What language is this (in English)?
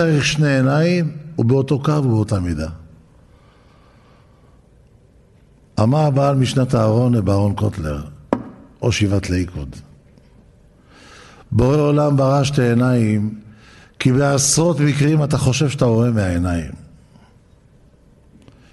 Hebrew